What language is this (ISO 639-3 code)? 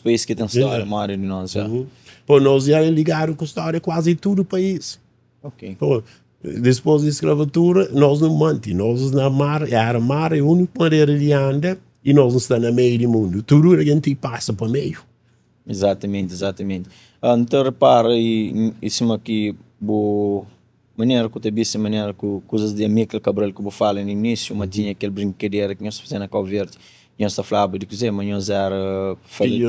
kea